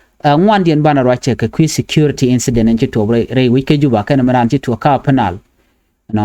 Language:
Nuer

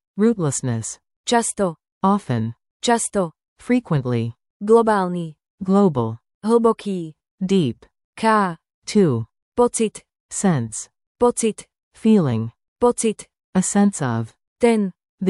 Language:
Slovak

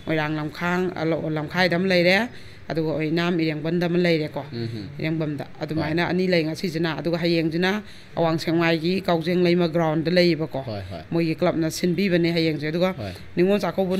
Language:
Manipuri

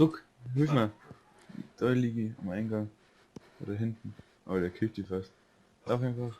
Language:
Bavarian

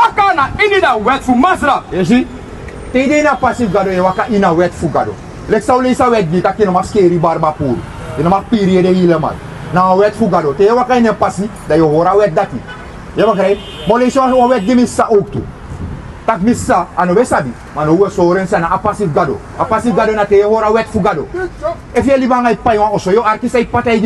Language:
Sranan Tongo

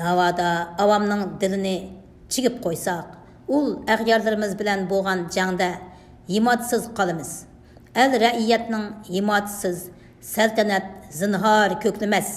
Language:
Uyghur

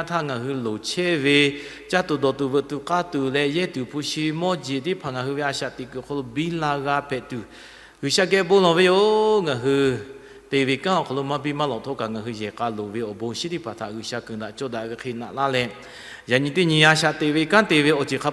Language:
Lahu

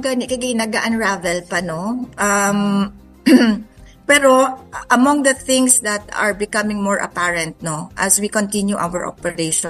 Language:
Hiligaynon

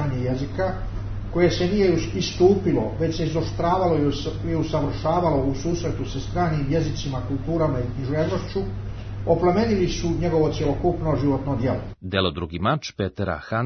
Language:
Serbian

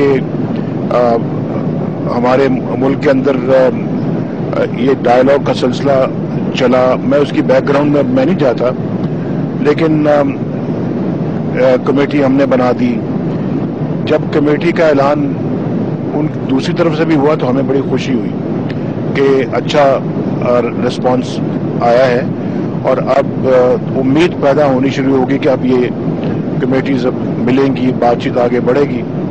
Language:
Urdu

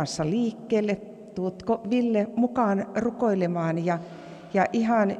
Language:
Finnish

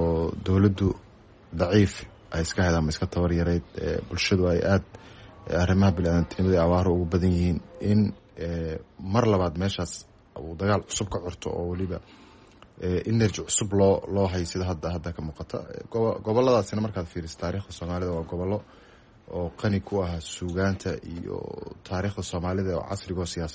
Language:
Somali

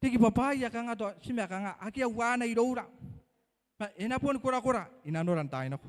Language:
Gilbertese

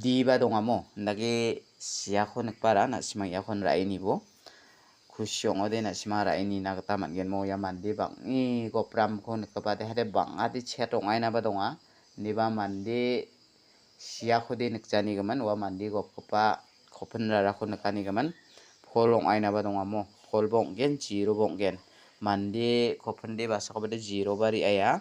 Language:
Garo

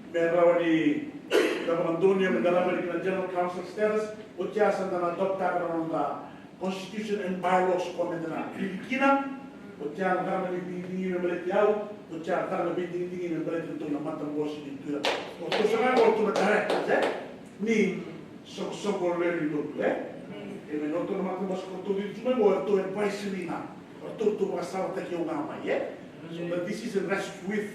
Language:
Fijian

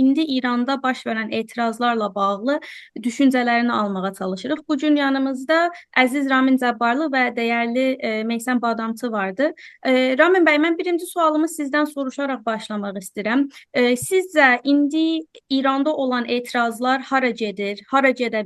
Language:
South Azerbaijani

